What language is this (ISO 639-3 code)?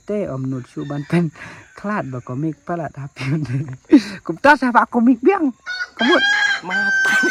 kha